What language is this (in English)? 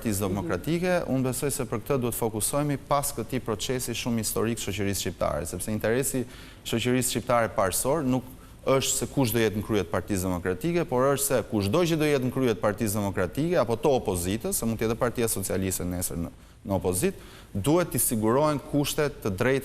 Albanian